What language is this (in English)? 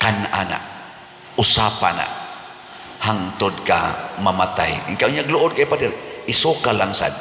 Cebuano